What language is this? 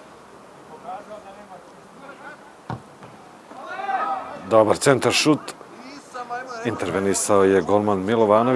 Serbian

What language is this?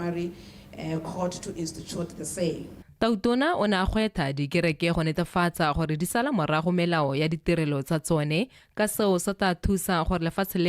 Tswana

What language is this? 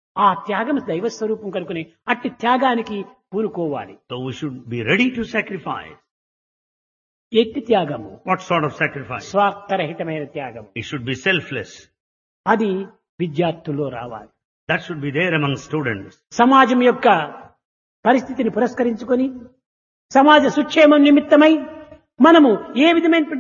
Telugu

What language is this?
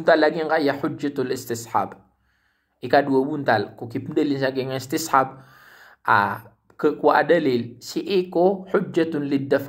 Maranao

